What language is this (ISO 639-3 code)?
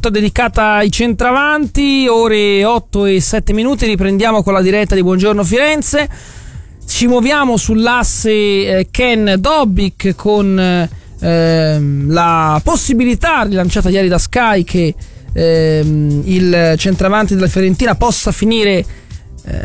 ita